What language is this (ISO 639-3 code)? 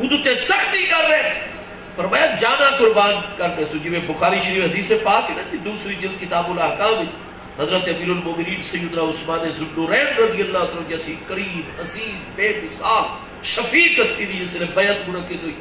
skr